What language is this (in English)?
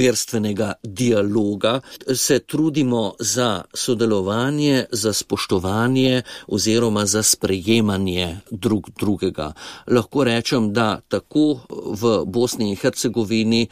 Slovenian